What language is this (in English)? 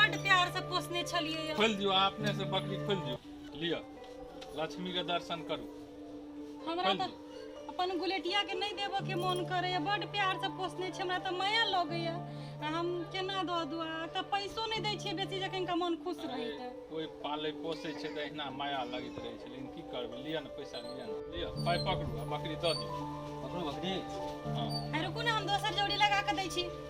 Maithili